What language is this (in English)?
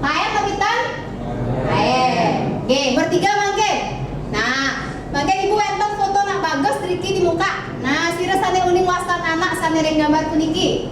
Balinese